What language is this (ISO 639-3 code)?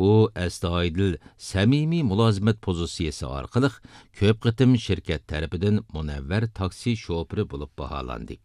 uig